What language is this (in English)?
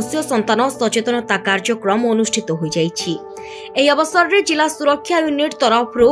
Odia